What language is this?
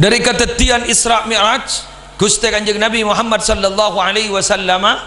Madurese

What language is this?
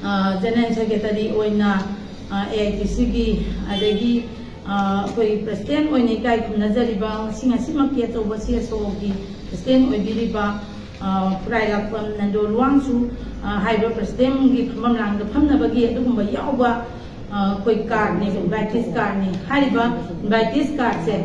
Manipuri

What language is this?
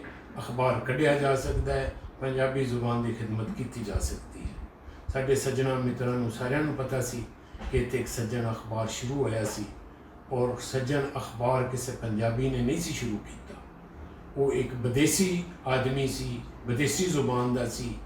Western Panjabi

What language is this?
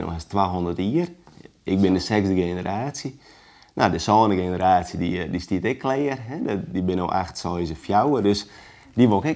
Western Frisian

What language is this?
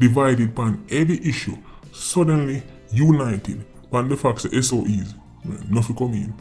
Jamaican Creole English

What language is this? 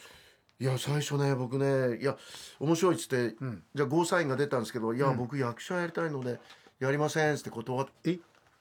Japanese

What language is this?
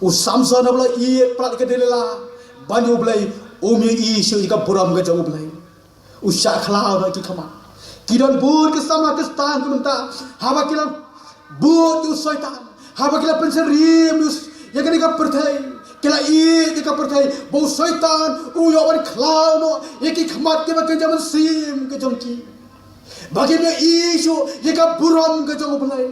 Khasi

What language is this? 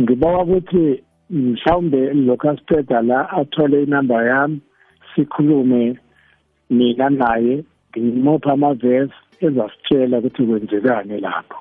South Ndebele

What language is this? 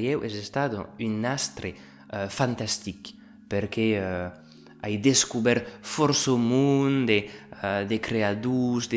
Occitan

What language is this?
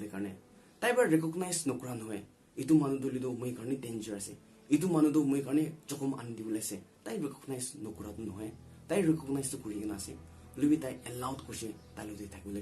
Naga Pidgin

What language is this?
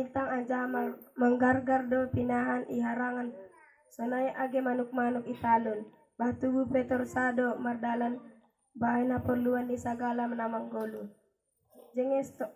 Batak Simalungun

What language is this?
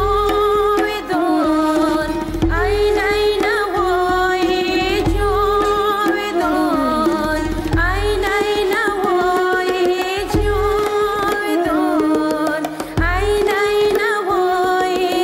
Persian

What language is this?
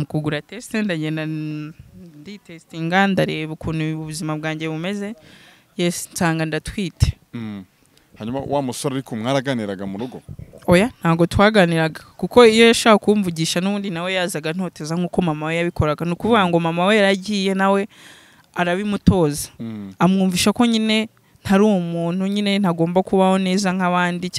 Kinyarwanda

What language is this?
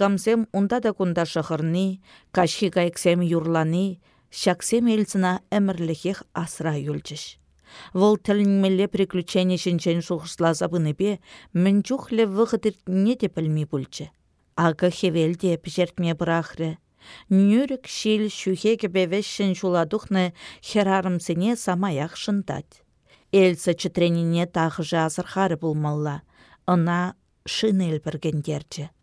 Chuvash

